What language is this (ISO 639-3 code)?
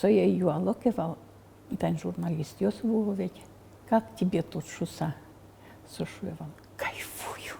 udm